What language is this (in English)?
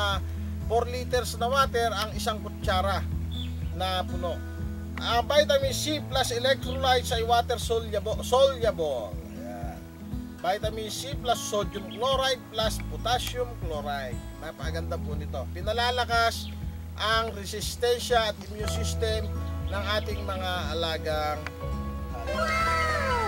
Filipino